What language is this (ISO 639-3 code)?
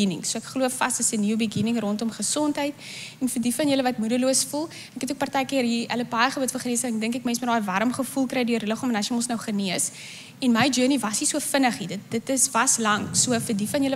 afr